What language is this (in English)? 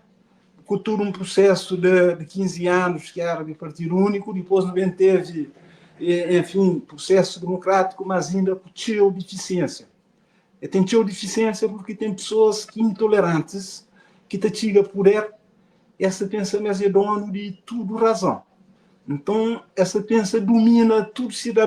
Kabuverdianu